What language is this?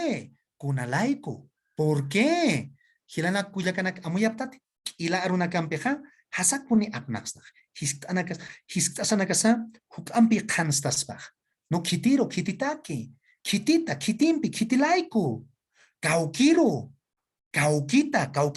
Aymara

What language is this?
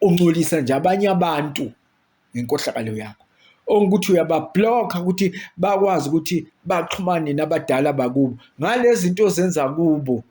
Zulu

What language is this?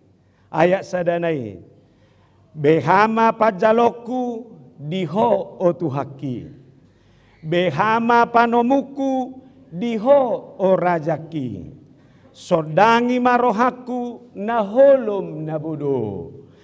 Batak Toba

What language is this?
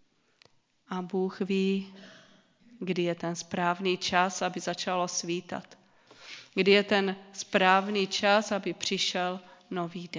Czech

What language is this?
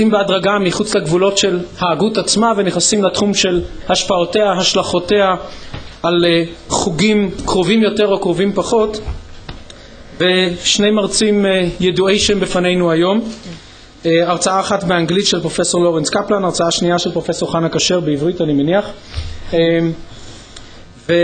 Hebrew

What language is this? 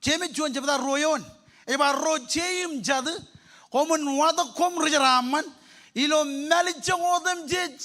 Marshallese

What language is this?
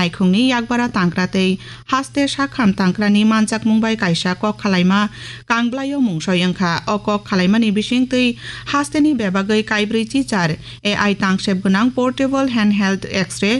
Kok Borok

